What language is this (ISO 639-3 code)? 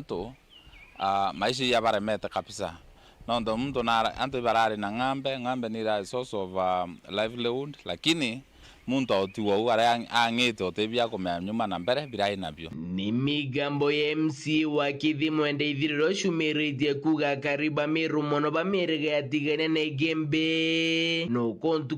mer